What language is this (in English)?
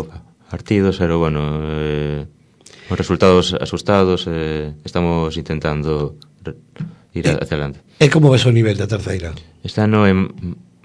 Galician